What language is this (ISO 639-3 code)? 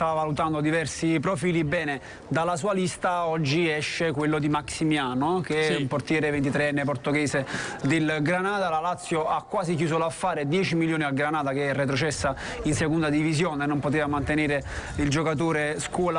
ita